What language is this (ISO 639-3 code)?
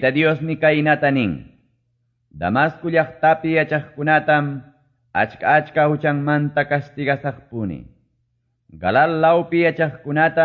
que